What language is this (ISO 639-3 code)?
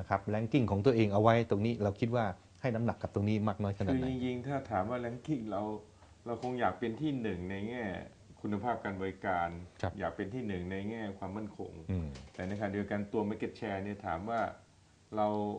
tha